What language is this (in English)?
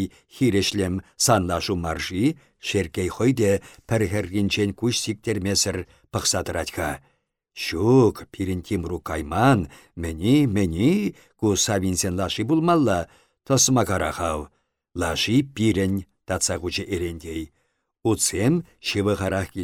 Chuvash